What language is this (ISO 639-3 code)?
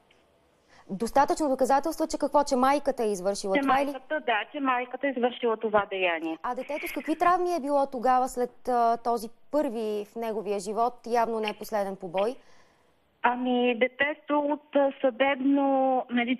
bul